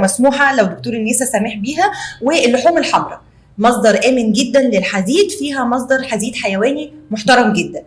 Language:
Egyptian Arabic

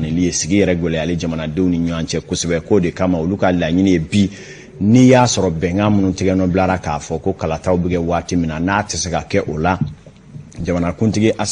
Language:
Bambara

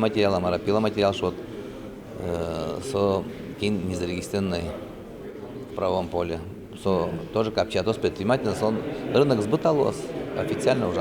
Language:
Udmurt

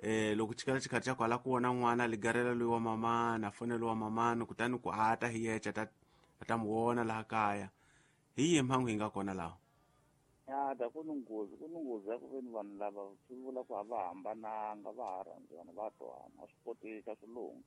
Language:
Tsonga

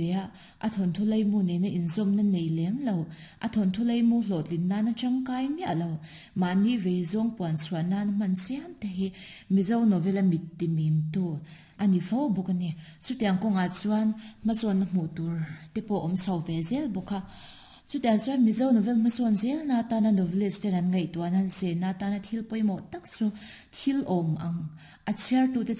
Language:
Mizo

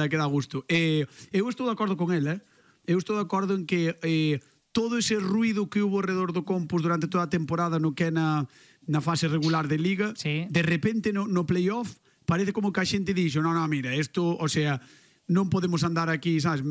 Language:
Galician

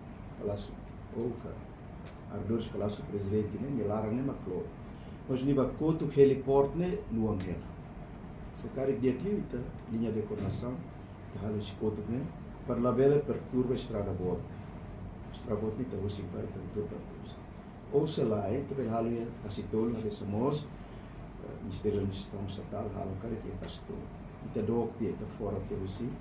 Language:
Tetum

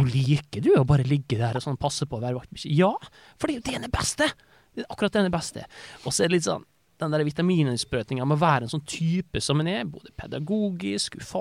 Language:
Norwegian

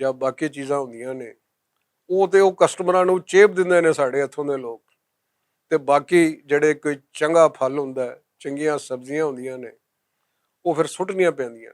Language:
Western Panjabi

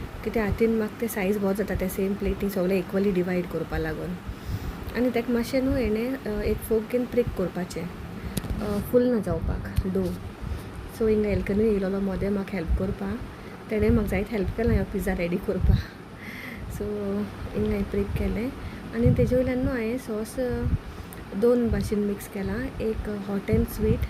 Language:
Konkani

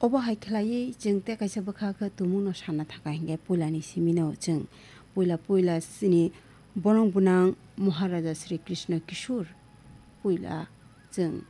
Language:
Kok Borok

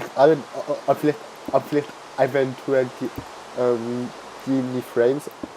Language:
Swiss German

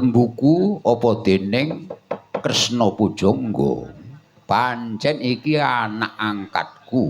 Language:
Javanese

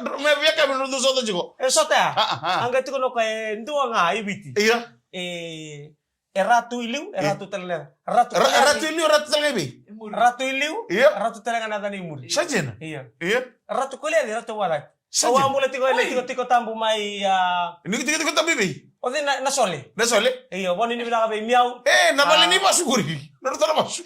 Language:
Fijian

